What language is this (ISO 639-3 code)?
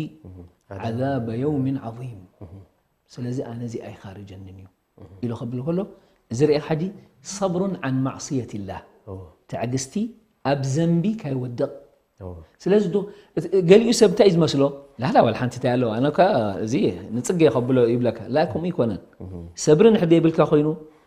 tir